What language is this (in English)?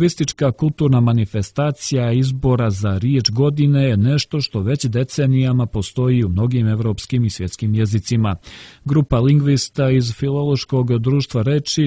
Serbian